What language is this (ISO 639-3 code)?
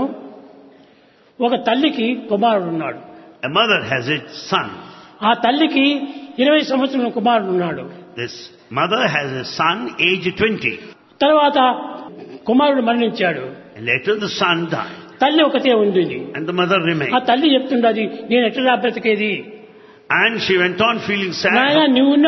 tel